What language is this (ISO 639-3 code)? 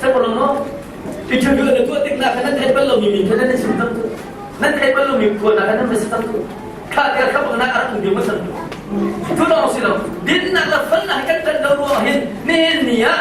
cnh